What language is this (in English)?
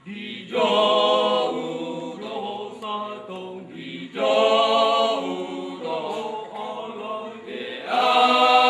Batak Toba